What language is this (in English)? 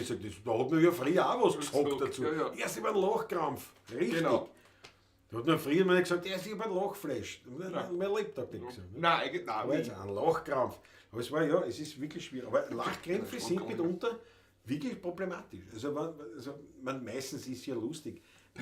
Bavarian